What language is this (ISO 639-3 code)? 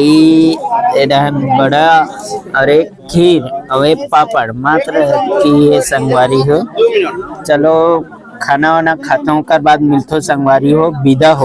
hne